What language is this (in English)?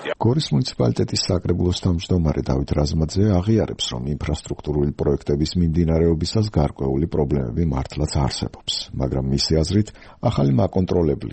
Georgian